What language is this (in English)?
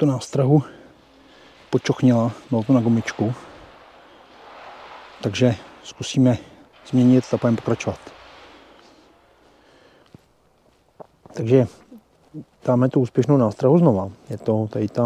Czech